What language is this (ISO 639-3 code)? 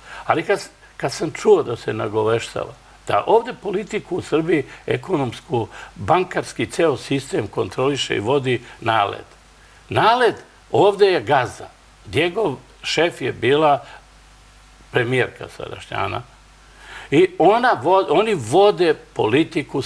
srp